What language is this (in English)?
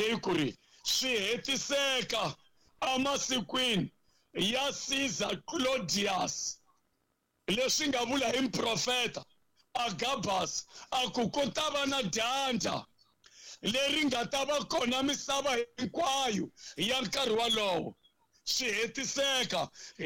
Tsonga